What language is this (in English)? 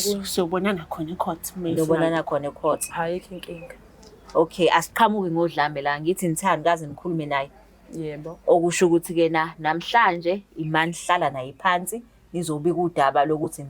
Zulu